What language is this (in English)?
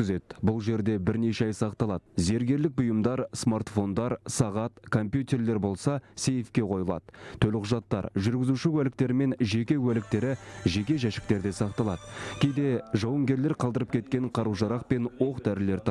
Kazakh